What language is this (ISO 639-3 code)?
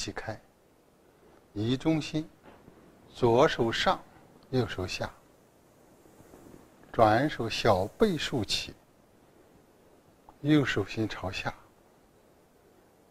zho